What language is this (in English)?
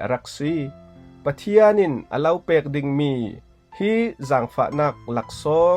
Falam Chin